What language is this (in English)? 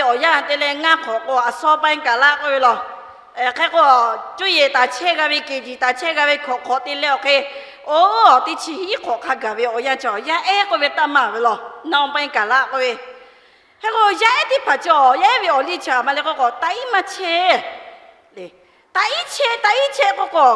Lahu